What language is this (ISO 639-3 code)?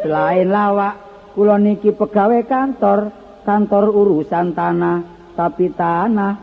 jav